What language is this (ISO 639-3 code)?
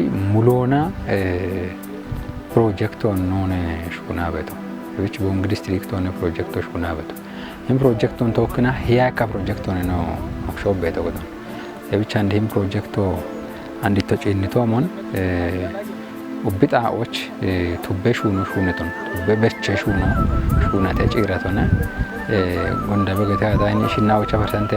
kbr